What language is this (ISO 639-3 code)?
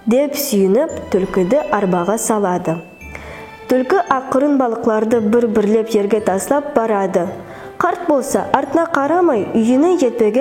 nog